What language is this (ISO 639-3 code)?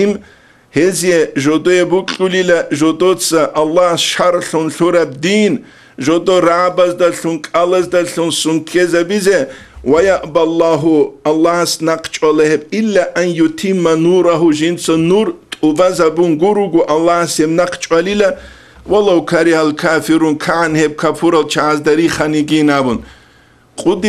ava